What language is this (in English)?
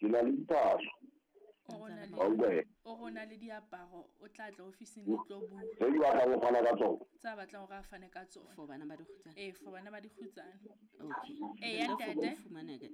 Southern Sotho